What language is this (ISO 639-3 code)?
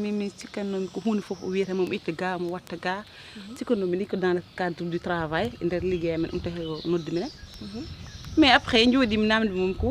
ful